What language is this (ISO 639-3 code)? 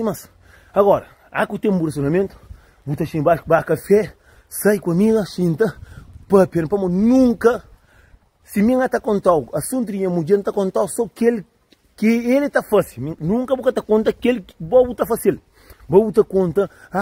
kea